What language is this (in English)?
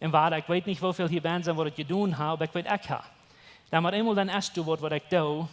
Plautdietsch